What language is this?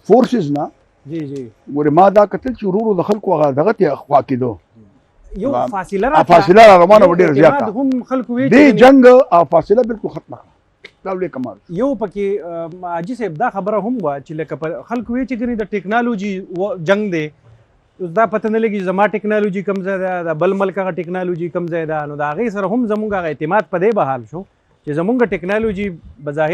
Pashto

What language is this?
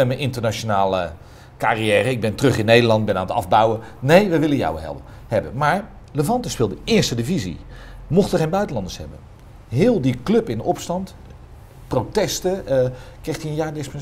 Dutch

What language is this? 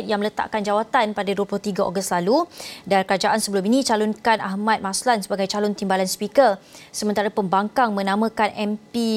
Malay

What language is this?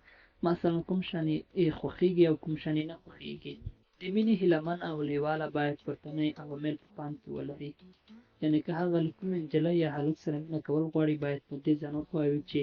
Pashto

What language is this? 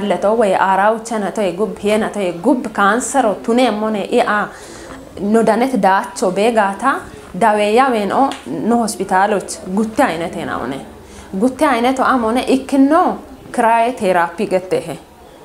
Kafa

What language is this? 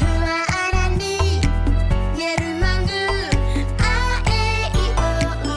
Māori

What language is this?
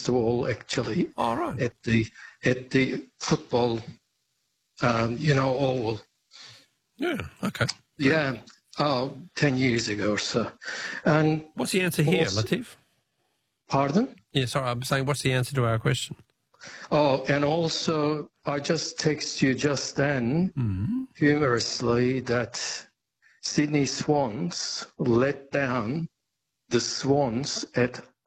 English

